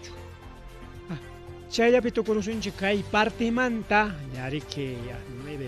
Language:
Ayacucho Quechua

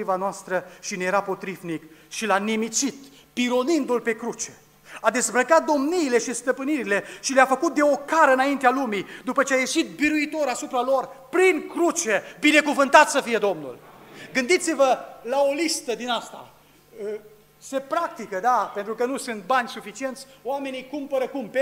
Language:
Romanian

